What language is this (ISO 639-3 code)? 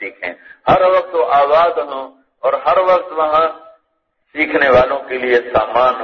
urd